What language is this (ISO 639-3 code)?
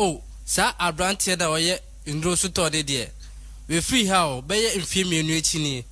aka